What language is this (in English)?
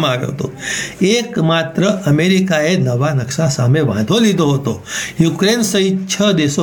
Gujarati